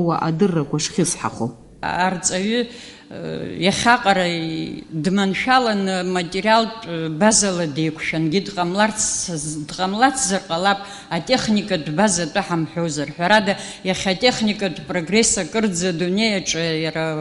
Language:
Abkhazian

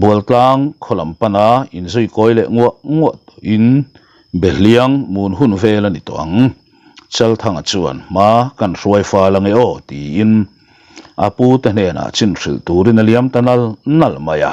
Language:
Mizo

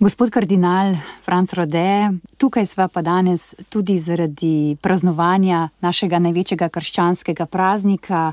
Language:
Slovenian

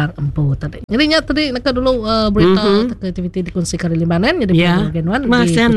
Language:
Iban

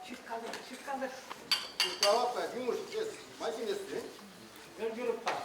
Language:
Chuvash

